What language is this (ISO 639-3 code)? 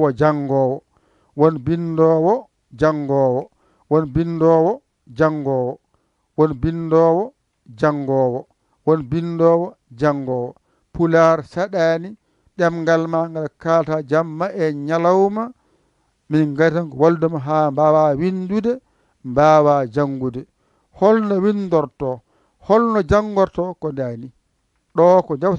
ful